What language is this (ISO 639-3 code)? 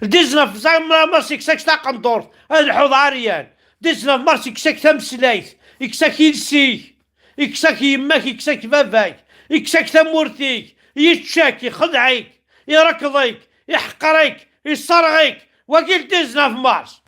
kab